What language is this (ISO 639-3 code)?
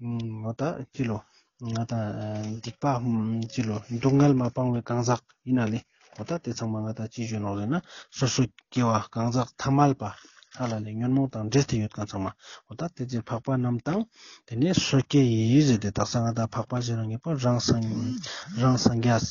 lbj